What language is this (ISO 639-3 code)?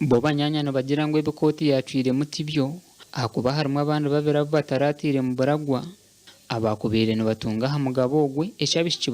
nyn